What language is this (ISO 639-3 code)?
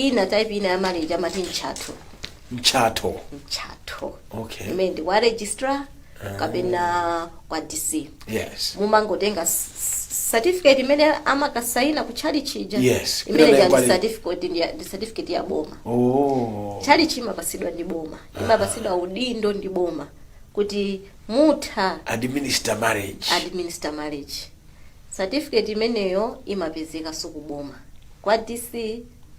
nya